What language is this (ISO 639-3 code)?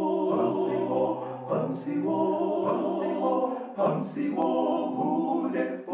sna